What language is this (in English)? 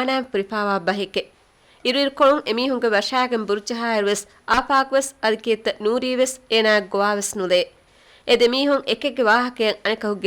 Divehi